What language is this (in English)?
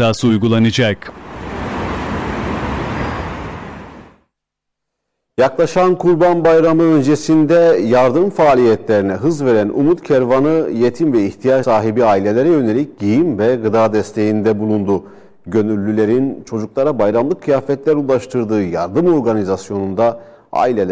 Turkish